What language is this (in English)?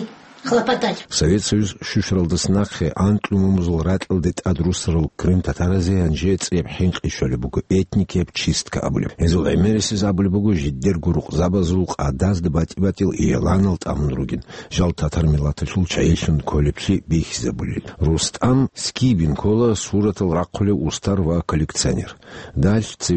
Avaric